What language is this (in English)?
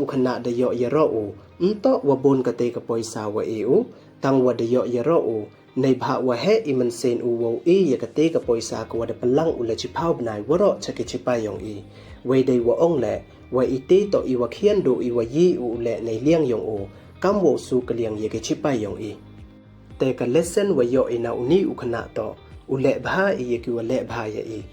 Pnar